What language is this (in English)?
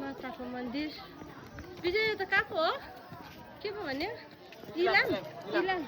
Nepali